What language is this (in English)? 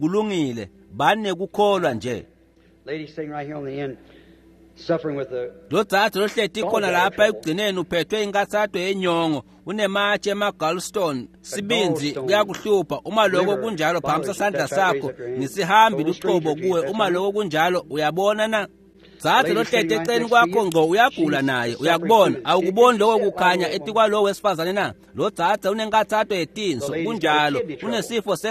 Swati